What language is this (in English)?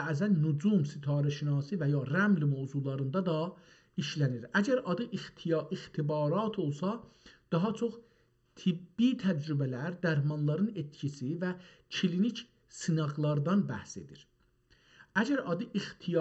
South Azerbaijani